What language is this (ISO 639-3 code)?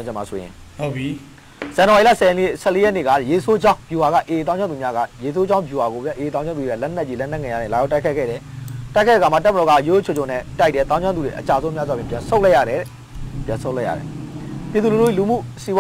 mya